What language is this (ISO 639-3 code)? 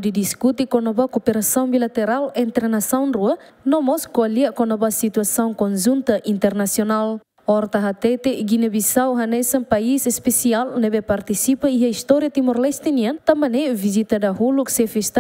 tet